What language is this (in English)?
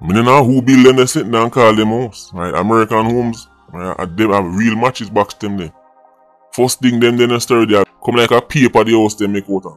Jamaican Creole English